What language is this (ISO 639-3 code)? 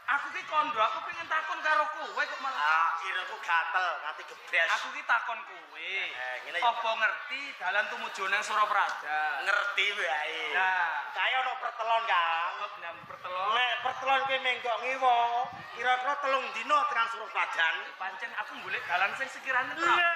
jav